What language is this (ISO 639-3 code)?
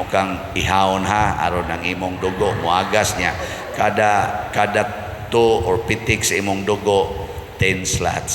ceb